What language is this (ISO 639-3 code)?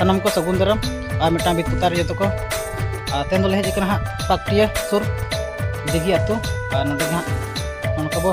sat